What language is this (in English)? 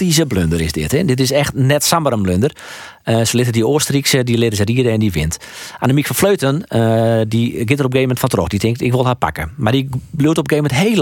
Western Frisian